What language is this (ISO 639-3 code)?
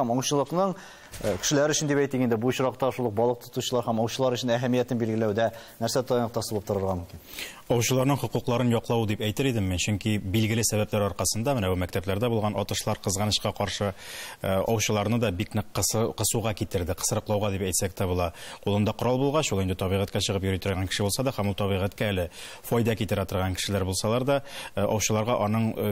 tat